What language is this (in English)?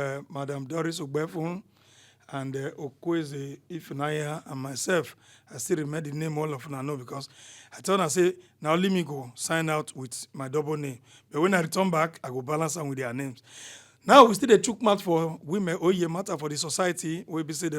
Nigerian Pidgin